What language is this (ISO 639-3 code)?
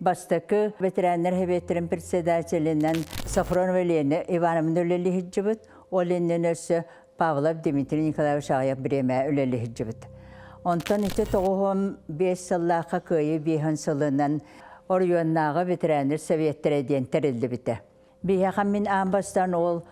sah